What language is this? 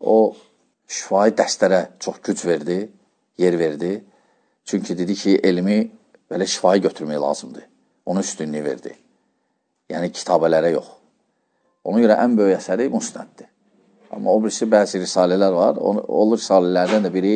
Azerbaijani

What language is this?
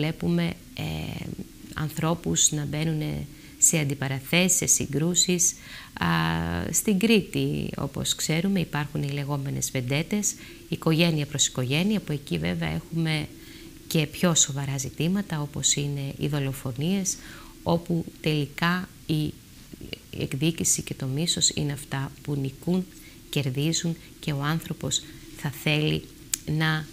Greek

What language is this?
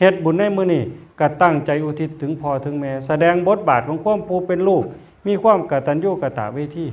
Northeastern Thai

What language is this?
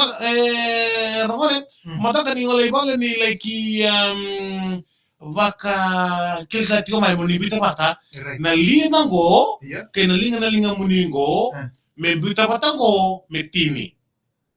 Fijian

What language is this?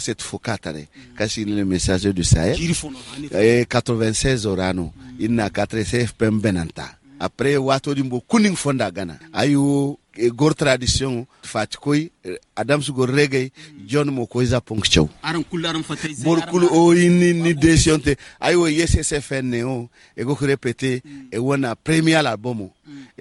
Hausa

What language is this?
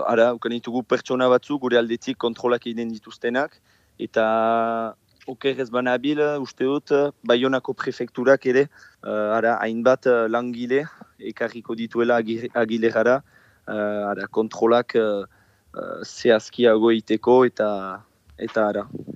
Basque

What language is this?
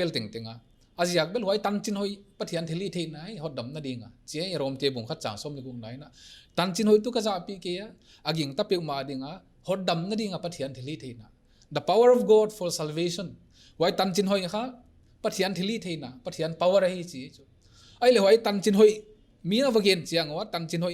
Paite Chin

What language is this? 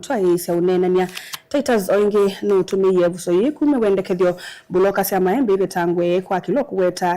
Kamba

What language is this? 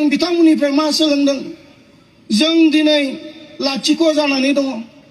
Bodo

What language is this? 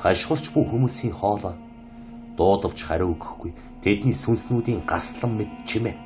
Mongolian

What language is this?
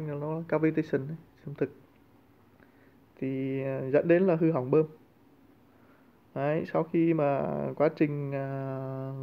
Vietnamese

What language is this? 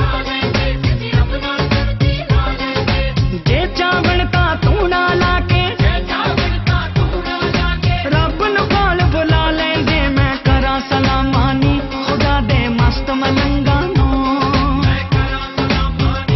Punjabi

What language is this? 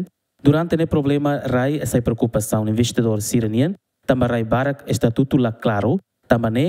Tetum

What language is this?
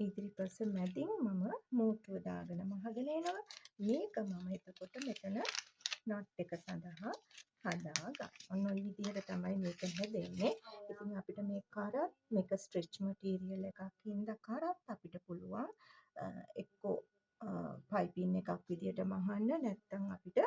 Sinhala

